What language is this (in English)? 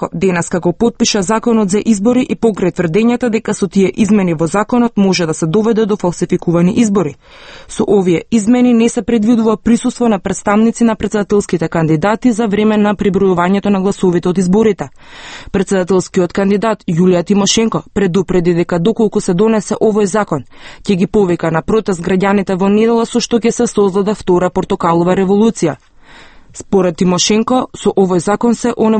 Macedonian